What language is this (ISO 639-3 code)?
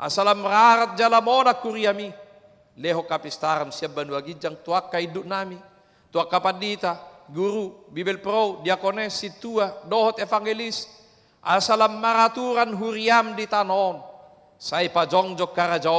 bbc